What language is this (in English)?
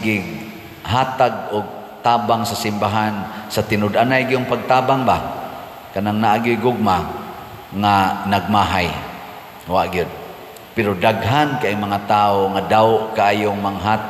Cebuano